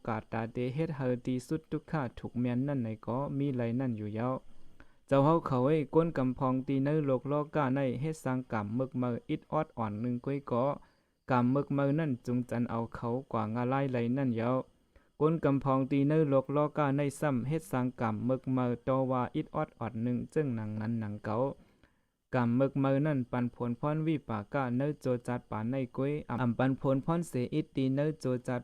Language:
Shan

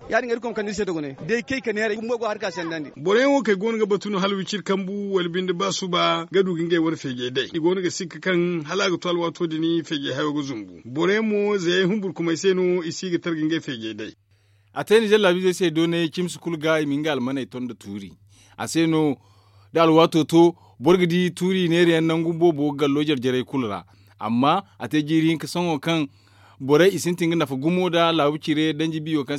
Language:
Zarma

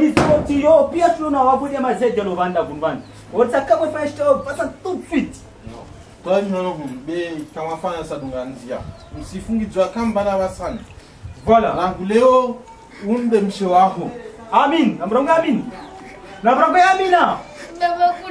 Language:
Swahili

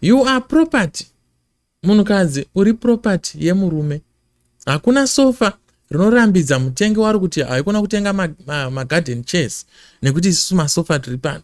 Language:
Shona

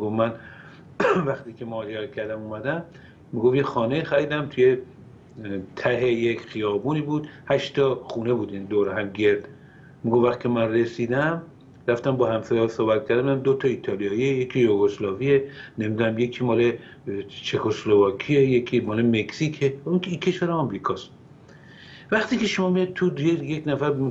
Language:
Persian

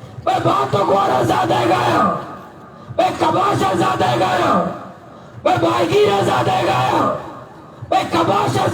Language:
Baluchi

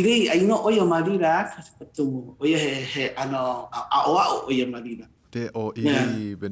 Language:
Hawaiian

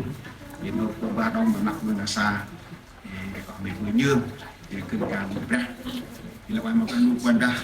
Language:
Central Mnong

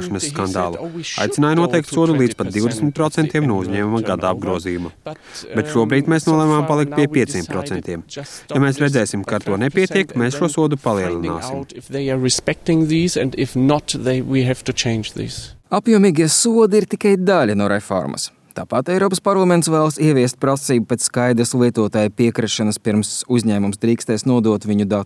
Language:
Latvian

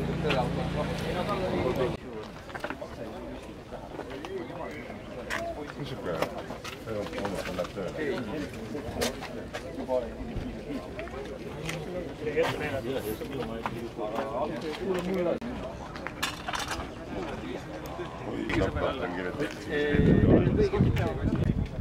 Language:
Estonian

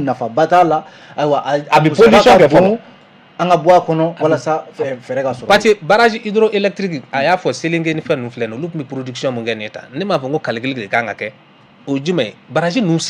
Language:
Bambara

